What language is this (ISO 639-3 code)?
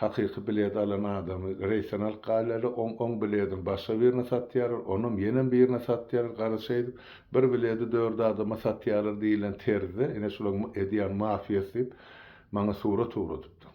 tuk